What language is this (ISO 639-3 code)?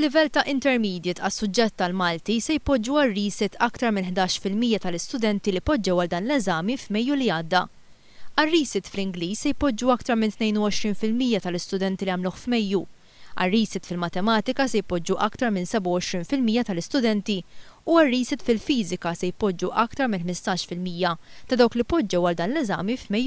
mlt